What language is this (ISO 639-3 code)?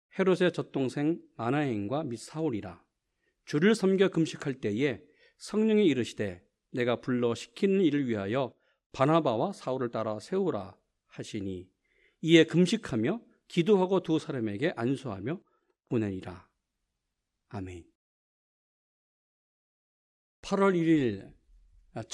kor